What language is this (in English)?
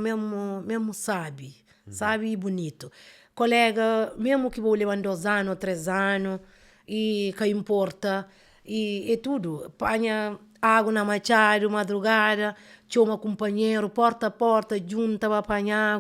Kabuverdianu